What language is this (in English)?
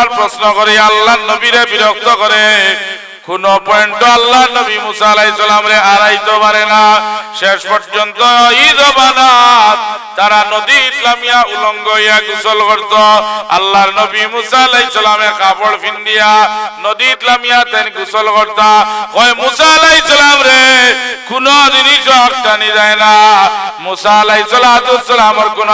Sylheti